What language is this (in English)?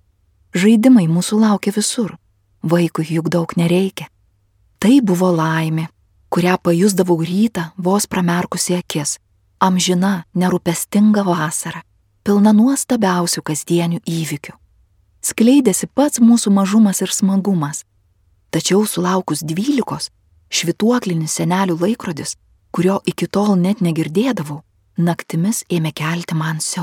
Lithuanian